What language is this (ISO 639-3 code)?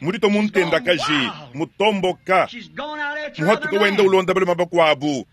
lua